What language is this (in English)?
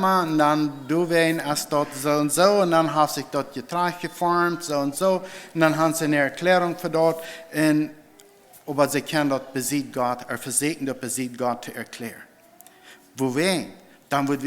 Plautdietsch